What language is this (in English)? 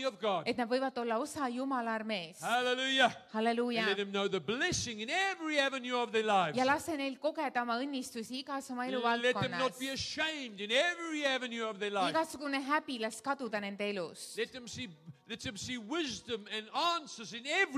Estonian